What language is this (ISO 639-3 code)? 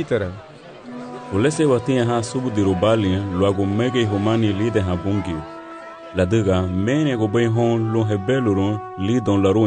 cab